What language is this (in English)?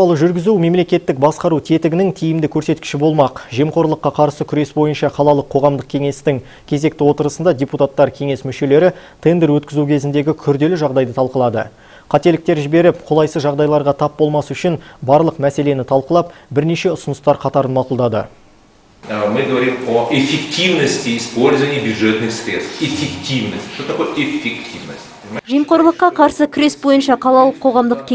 Kazakh